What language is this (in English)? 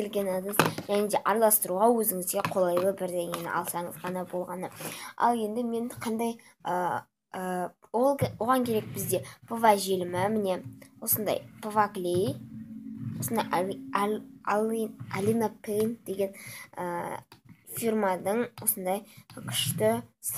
Kazakh